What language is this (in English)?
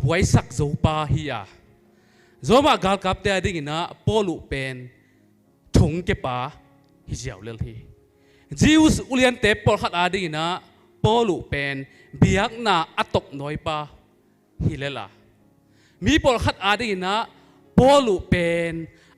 Tedim Chin